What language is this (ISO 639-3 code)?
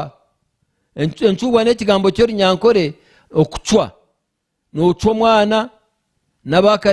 nyn